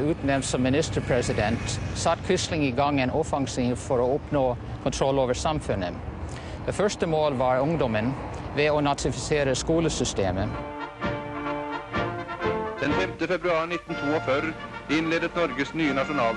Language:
Norwegian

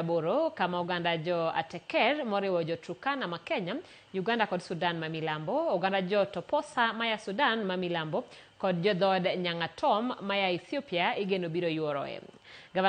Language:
Luo (Kenya and Tanzania)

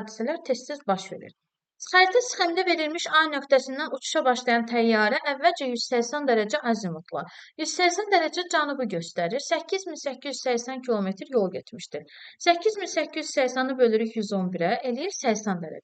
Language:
Azerbaijani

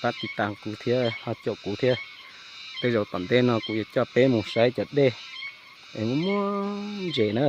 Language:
Hmong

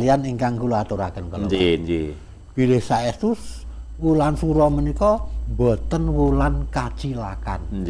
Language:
Javanese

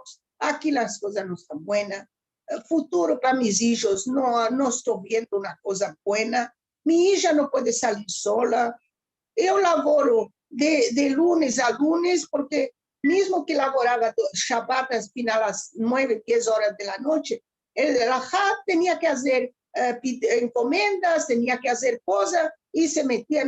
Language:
Ladino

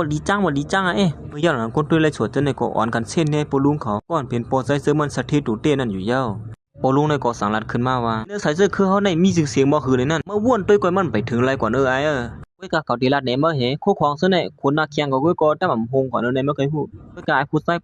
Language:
Shan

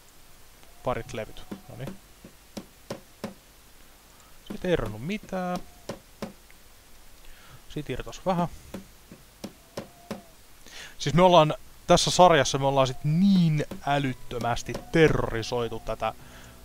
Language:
Finnish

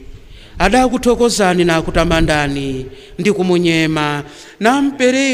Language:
Nyanja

